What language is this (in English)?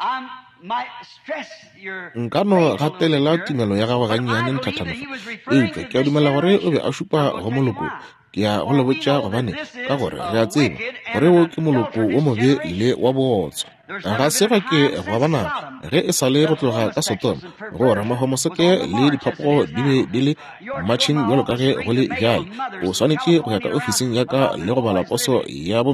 Northern Sotho